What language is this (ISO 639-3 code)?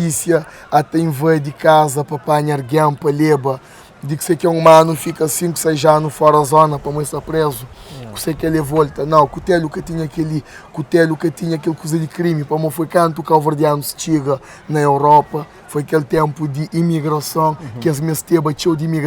kea